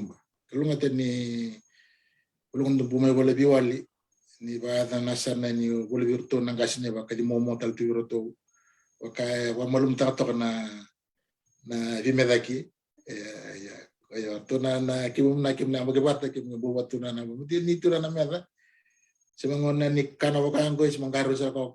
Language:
Fijian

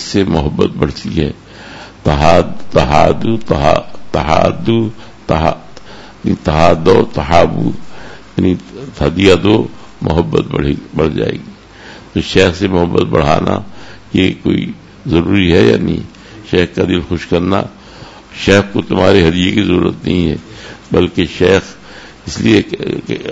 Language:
Urdu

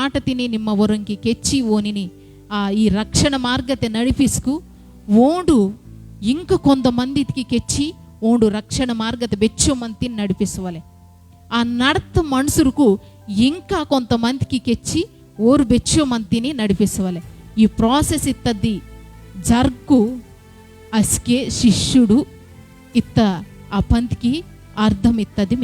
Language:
Koya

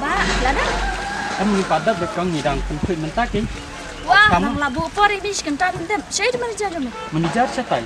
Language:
Khasi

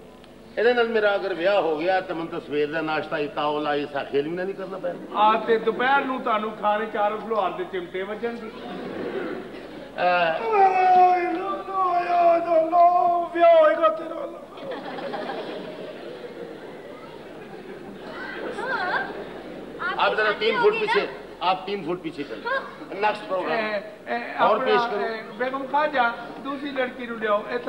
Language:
Punjabi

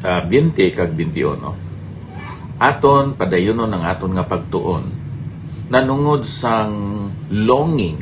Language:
Hiligaynon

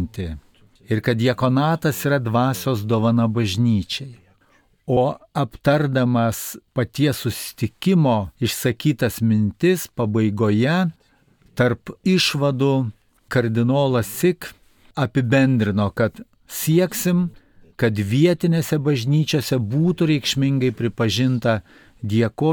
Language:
Lithuanian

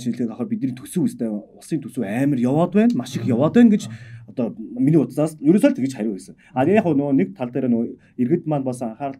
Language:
Mongolian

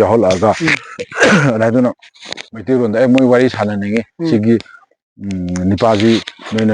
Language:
Manipuri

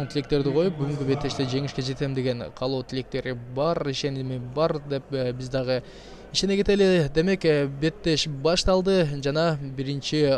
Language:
Kyrgyz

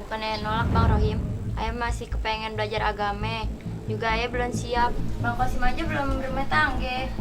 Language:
Betawi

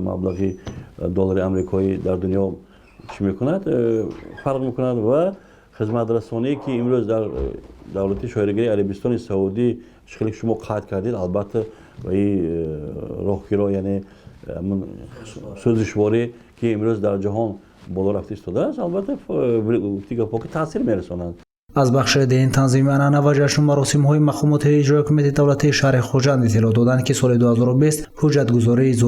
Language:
Tajik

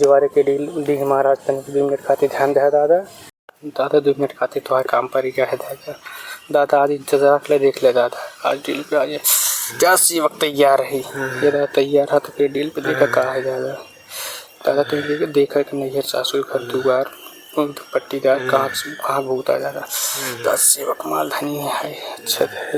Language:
Awadhi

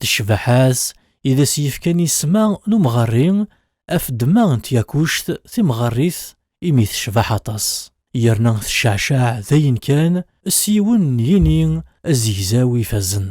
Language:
Kabyle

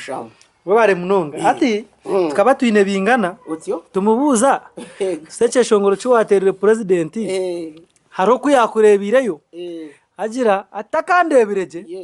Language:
Nyankole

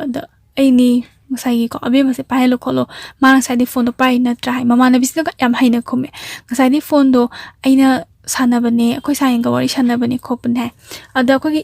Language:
Manipuri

